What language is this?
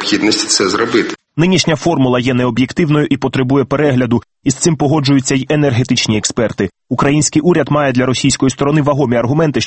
Ukrainian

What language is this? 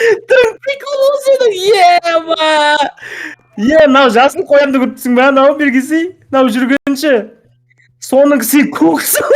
Kazakh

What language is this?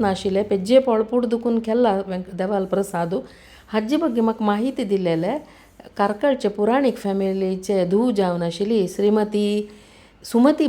Konkani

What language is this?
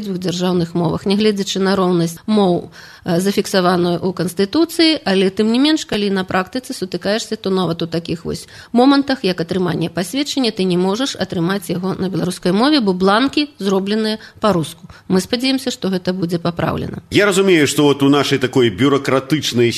Belarusian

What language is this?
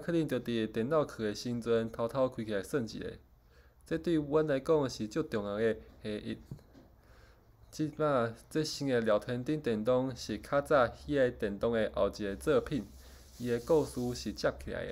Min Nan Chinese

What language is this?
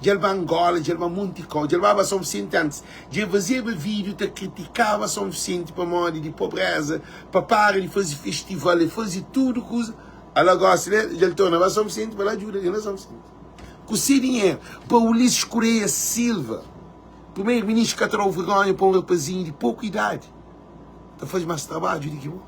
Kabuverdianu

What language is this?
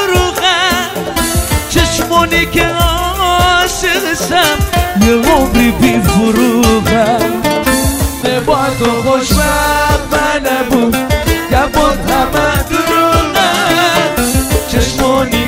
Persian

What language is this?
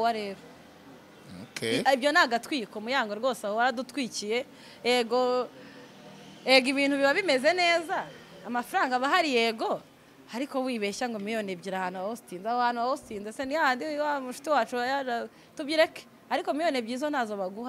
Kinyarwanda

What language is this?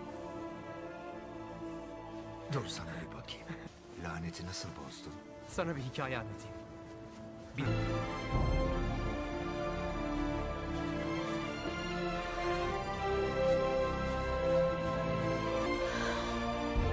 Turkish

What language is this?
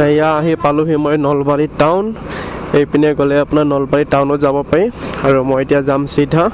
Assamese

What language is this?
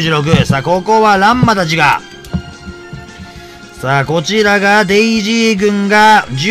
Japanese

